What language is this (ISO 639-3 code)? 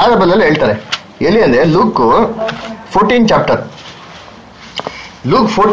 kan